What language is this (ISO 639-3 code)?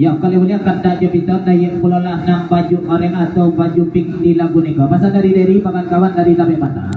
min